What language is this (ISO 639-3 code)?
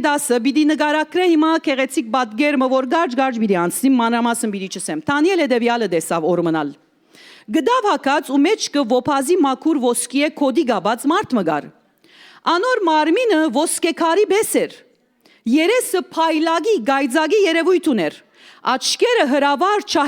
hyw